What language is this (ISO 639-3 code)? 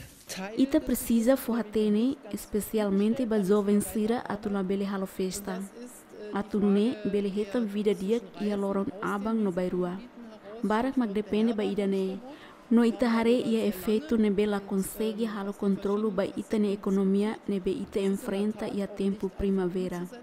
tet